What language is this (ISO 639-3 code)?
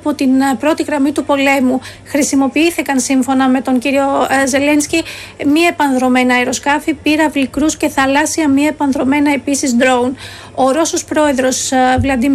ell